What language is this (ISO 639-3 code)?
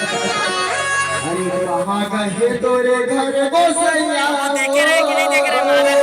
hne